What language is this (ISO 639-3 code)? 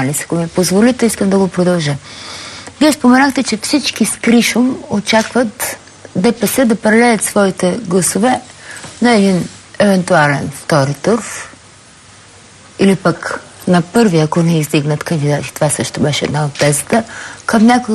bul